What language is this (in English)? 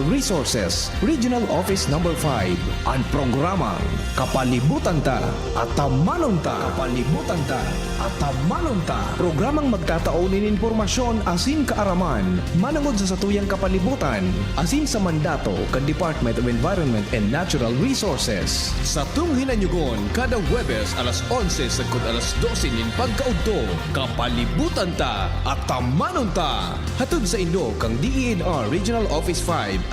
Bikol